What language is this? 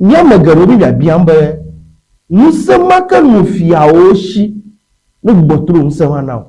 Ewe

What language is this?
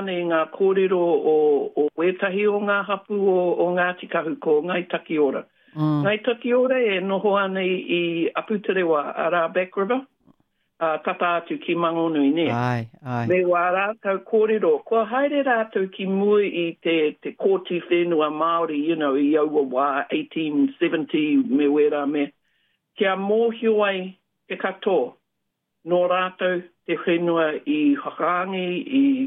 Māori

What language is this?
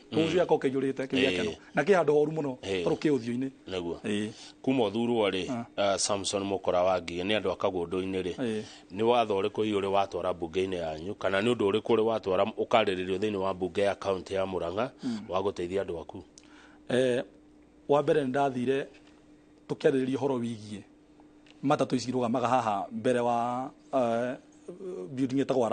Kikuyu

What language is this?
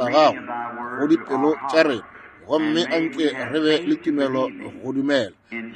Northern Sotho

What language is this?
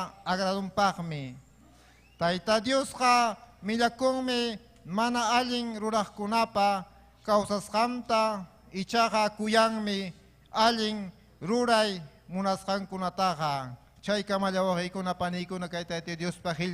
Ayacucho Quechua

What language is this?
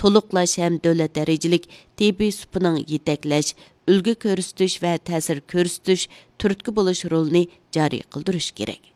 Uyghur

